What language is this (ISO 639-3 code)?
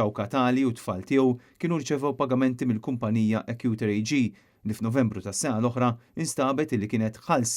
mlt